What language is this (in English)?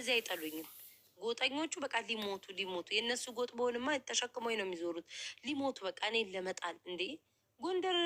Amharic